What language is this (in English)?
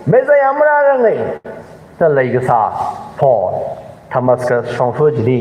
Tangkhul Naga (India)